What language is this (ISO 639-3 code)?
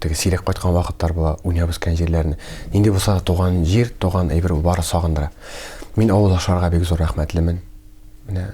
tat